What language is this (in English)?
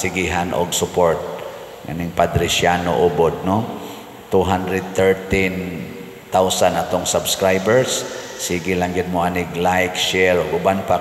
Cebuano